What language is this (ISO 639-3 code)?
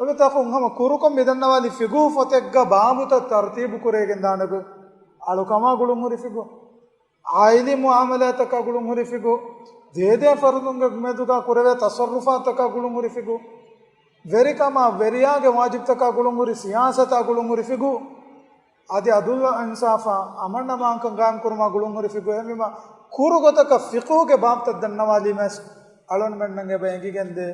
div